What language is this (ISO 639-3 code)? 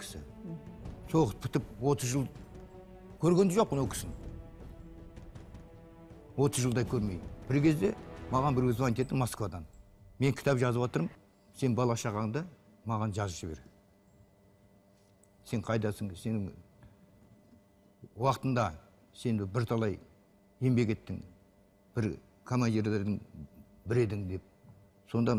kaz